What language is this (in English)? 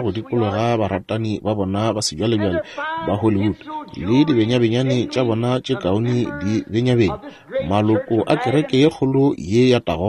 Northern Sotho